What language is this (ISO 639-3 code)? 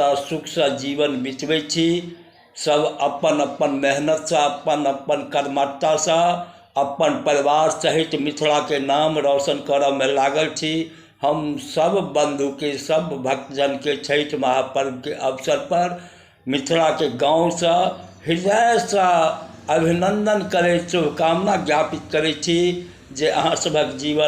mai